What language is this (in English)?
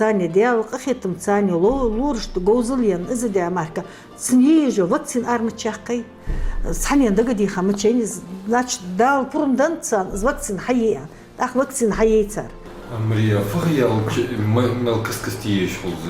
Ingush